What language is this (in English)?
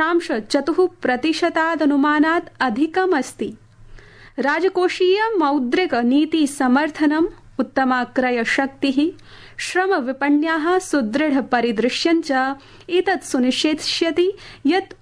Sanskrit